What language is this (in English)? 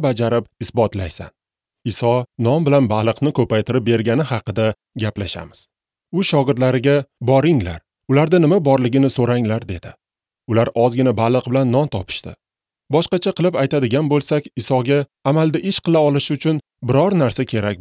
Uzbek